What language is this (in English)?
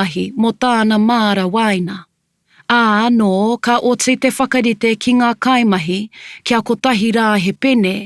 Māori